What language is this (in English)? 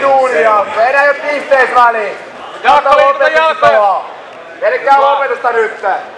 Finnish